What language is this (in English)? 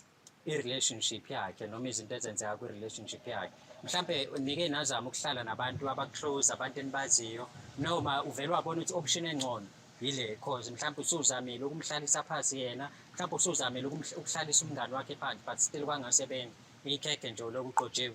Zulu